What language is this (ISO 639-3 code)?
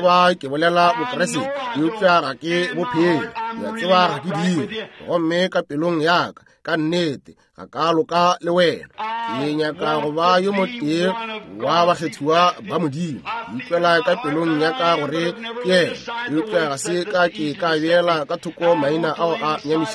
nso